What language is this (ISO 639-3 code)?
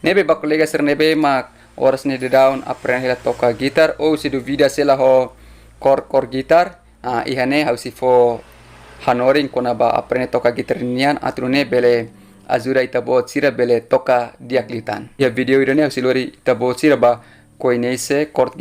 tet